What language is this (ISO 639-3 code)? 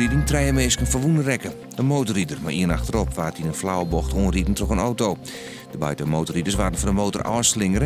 fry